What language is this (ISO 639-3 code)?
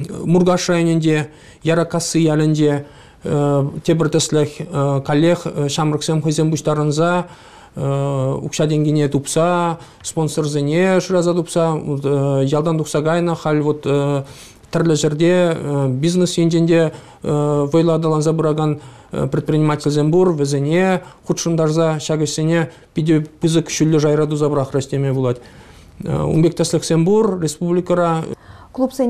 chv